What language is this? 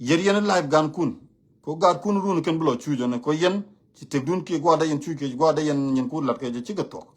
Nuer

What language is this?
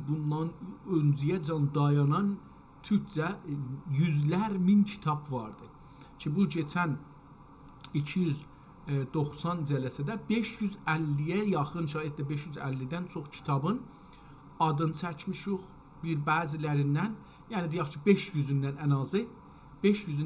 South Azerbaijani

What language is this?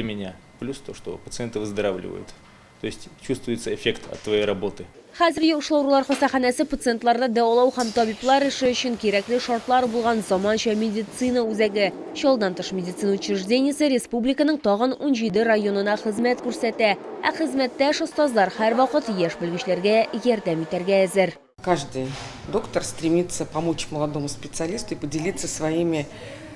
Tatar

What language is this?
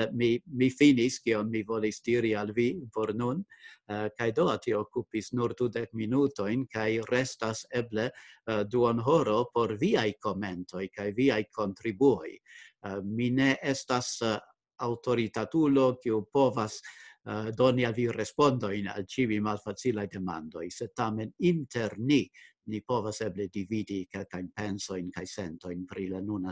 Esperanto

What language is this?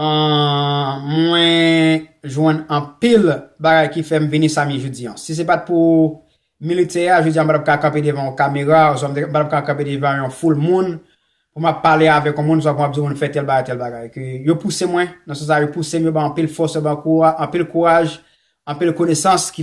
Haitian Creole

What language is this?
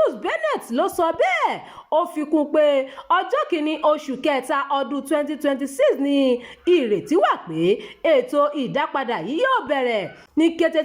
Yoruba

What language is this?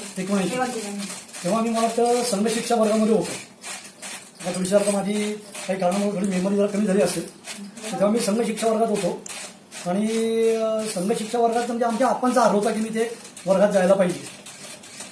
Marathi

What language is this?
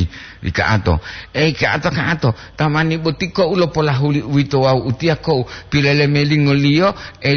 Gorontalo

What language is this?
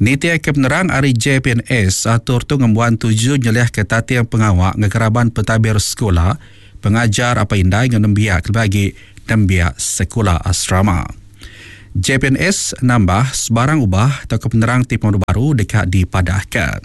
Iban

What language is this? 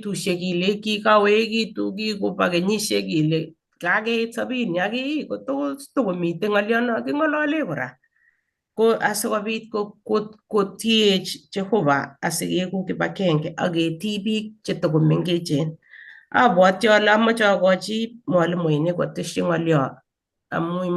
Kalenjin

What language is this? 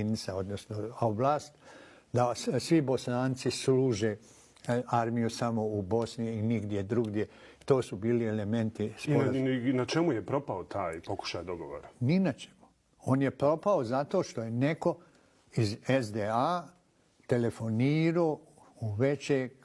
Bosnian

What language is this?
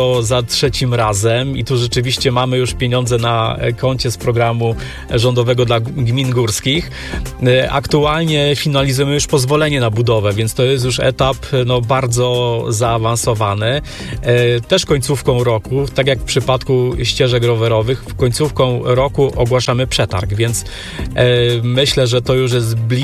Polish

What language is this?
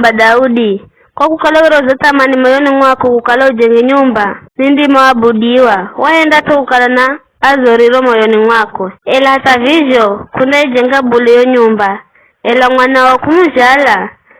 Giryama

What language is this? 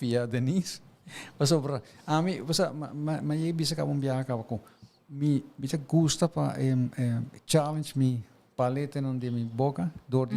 Papiamento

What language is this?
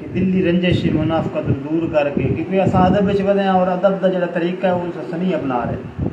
Saraiki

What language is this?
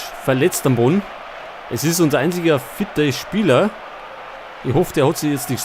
Bavarian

